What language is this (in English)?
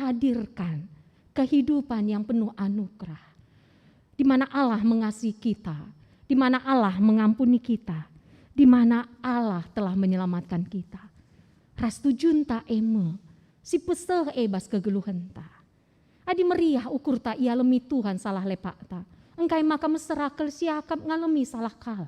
Batak Karo